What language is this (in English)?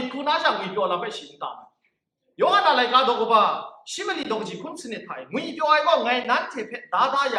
Kachin